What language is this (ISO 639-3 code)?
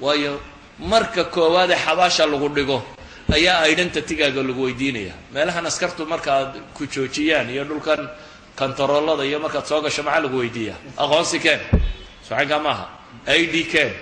som